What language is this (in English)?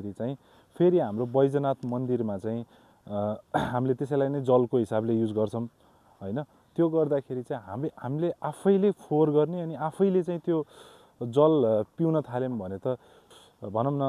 Nepali